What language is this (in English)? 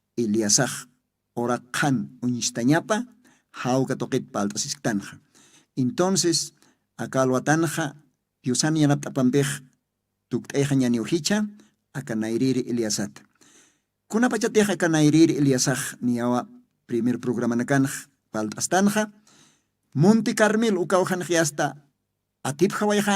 Aymara